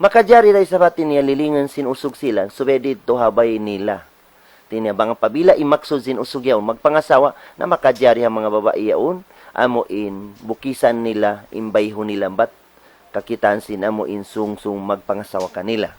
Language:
Tausug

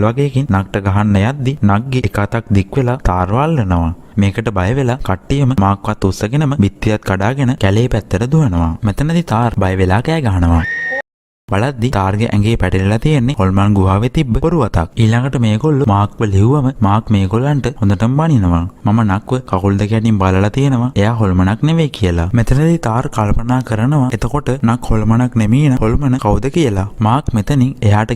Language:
Sinhala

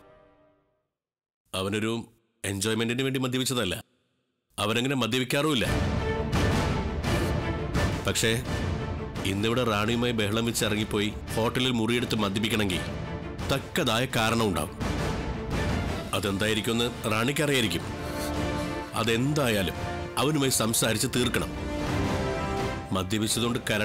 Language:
Malayalam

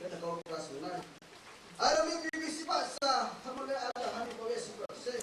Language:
Riang (India)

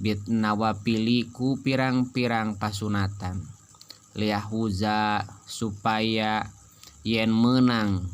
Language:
Sundanese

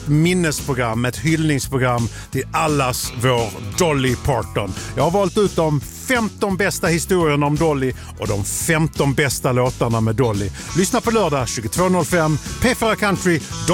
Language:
Swedish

